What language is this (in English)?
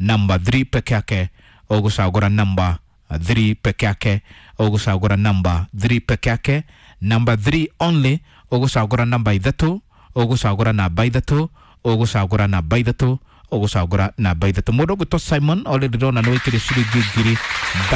Kikuyu